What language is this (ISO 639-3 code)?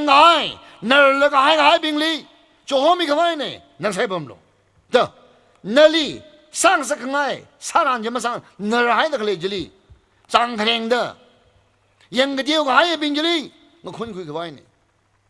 nmf